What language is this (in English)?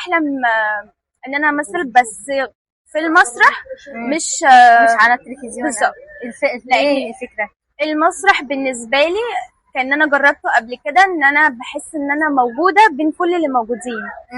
Egyptian Arabic